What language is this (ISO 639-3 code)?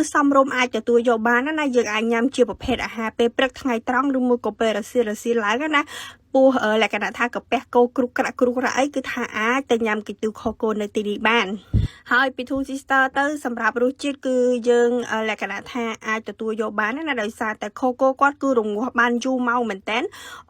khm